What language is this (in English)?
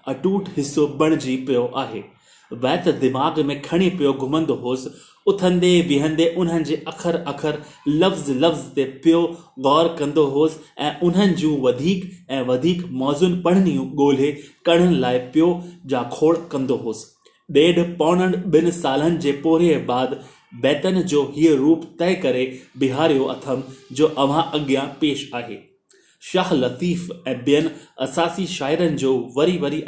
Sindhi